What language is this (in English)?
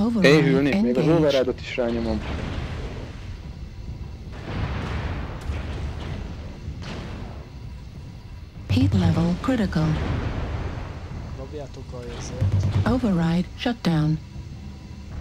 Hungarian